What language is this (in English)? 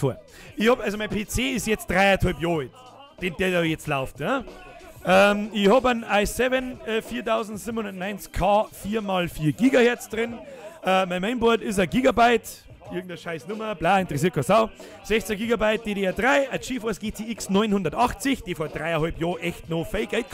Bavarian